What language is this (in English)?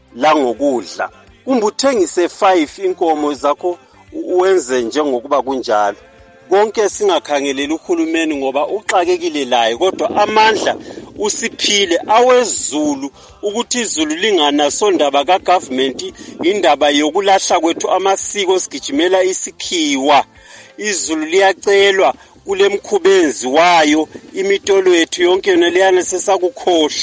North Ndebele